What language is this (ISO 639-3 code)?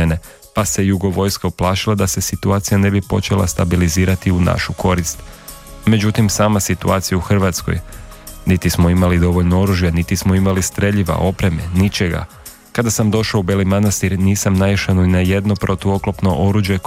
hrv